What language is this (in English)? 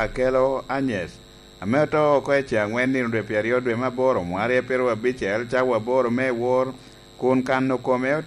Lango (Uganda)